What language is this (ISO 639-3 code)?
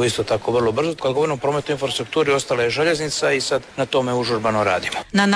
hrv